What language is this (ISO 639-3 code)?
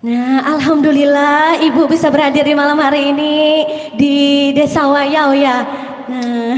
bjn